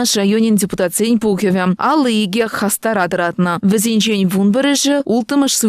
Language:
Chuvash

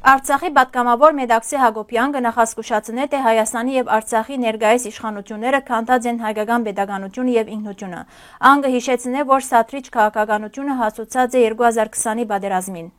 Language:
Western Armenian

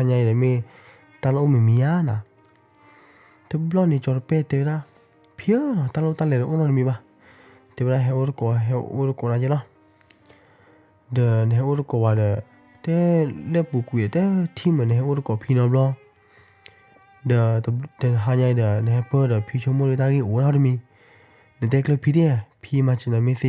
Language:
S'gaw Karen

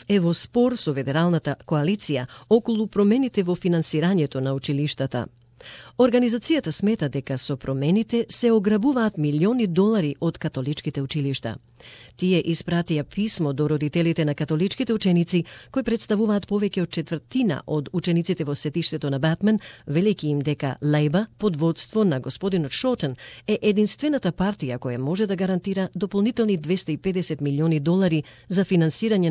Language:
Macedonian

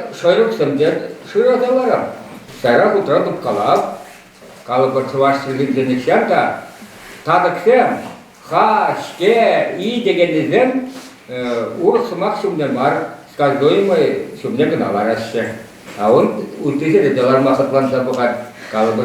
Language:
Chuvash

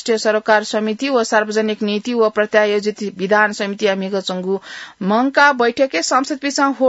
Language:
Newari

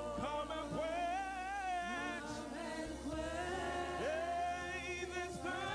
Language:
Ewe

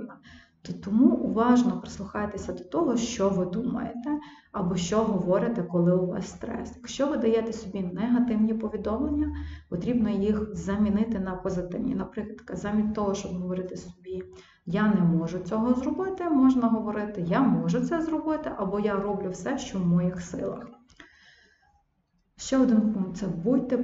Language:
Ukrainian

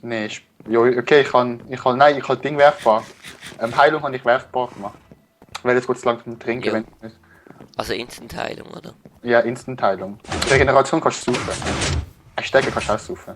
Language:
Swiss German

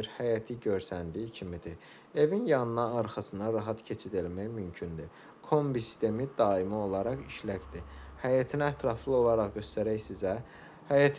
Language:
Azerbaijani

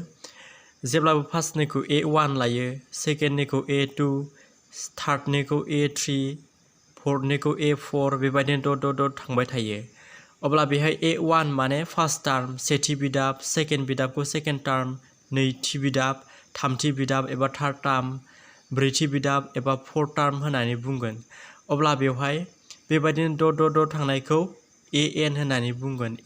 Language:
Bodo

